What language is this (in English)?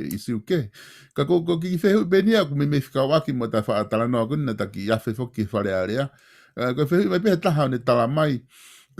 Tongan